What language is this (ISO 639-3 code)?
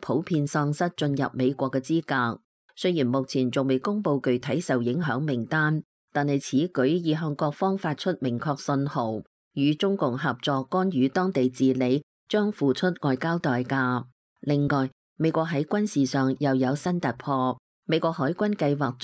yue